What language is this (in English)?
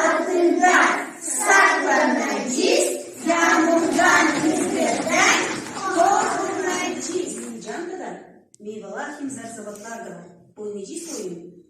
Gagauz